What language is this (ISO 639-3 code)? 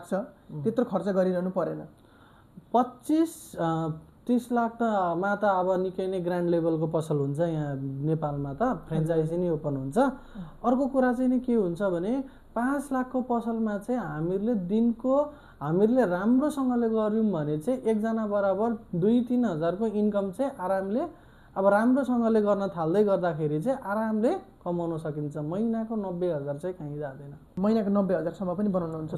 nep